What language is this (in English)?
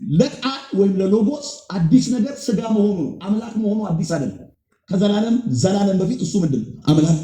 Amharic